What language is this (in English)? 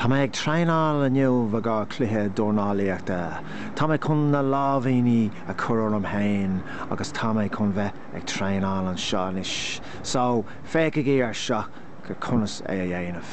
Irish